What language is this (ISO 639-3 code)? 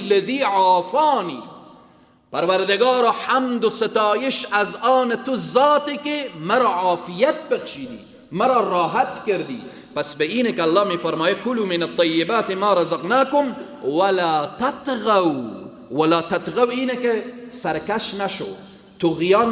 fas